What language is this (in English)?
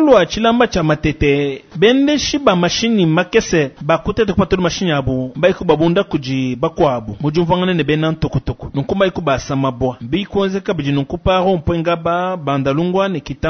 Luba-Lulua